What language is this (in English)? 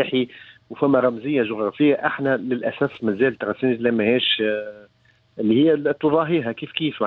Tunisian Arabic